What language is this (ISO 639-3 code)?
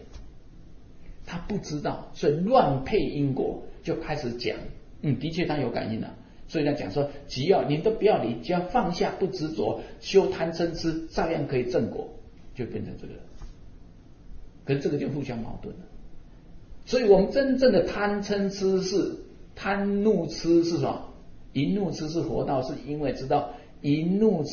zho